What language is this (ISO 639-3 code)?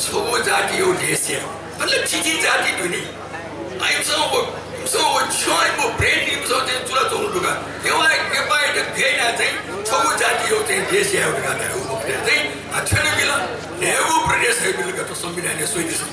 new